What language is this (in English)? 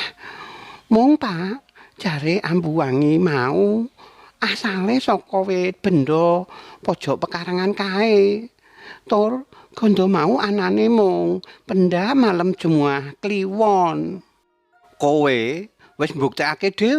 Javanese